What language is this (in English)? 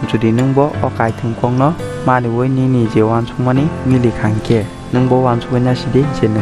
Kok Borok